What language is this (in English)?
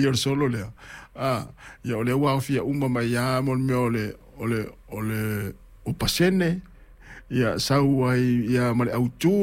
Samoan